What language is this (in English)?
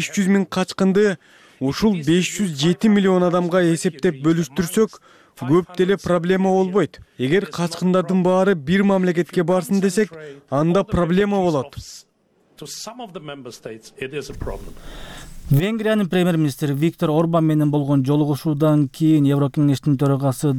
Kyrgyz